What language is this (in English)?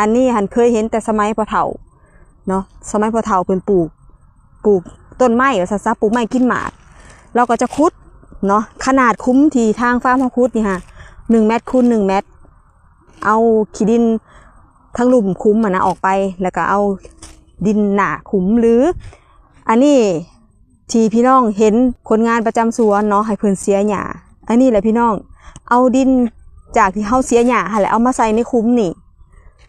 Northeastern Thai